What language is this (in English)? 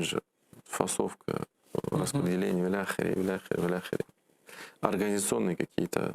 Crimean Tatar